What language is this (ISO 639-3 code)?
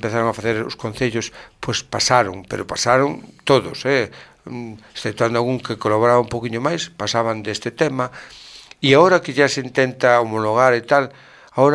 glg